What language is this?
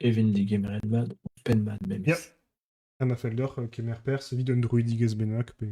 Breton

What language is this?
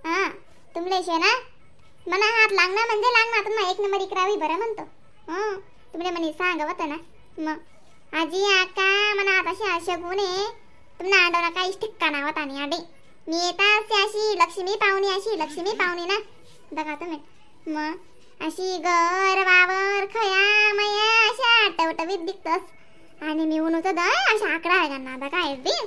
Khandesi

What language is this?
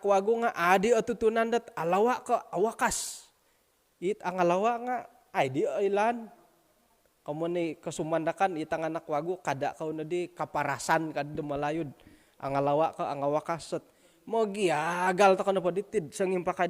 Central Dusun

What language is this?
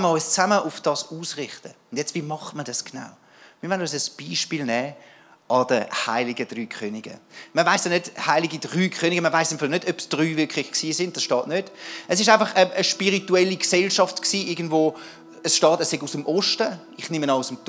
Swiss German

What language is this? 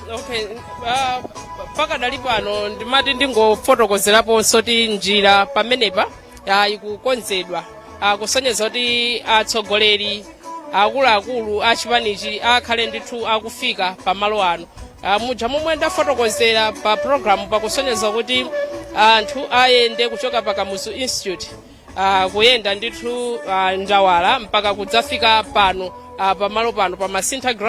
Nyanja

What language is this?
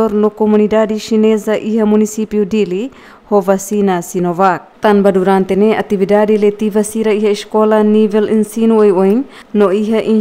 Tetum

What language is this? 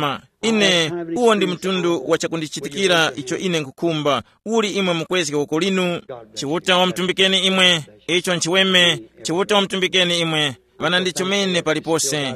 Tumbuka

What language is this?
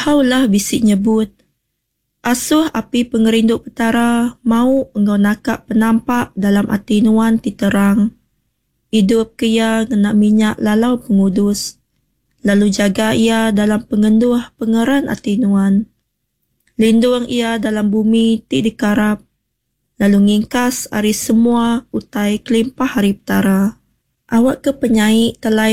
Iban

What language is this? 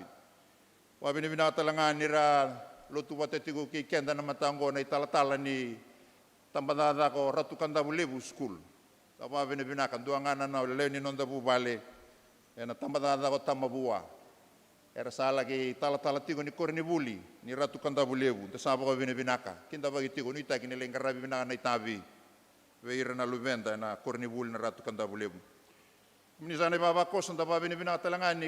Fijian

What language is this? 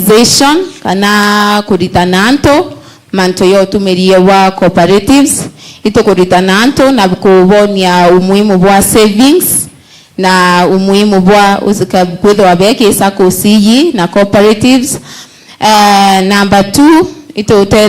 Meru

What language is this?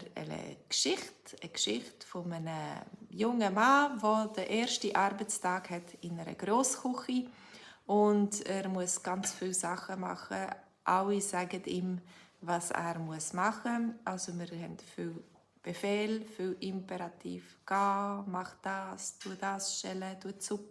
Swiss German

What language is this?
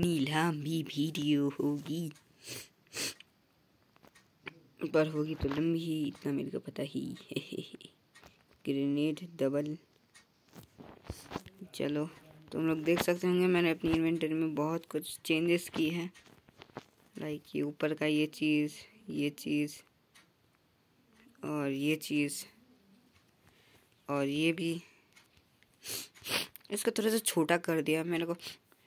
Hindi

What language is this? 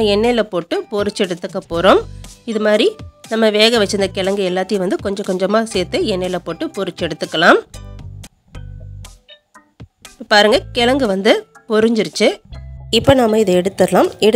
Tamil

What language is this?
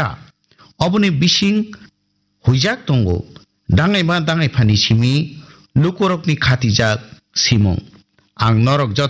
Kok Borok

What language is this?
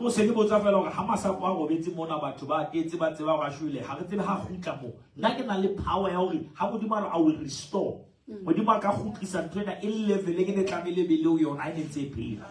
Southern Sotho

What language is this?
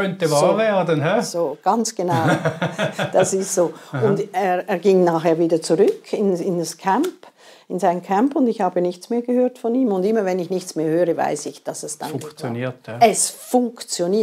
German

